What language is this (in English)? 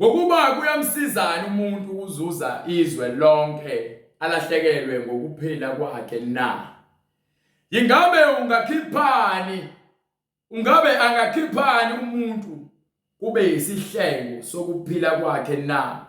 Zulu